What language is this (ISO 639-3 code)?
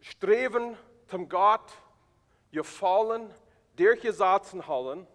pdt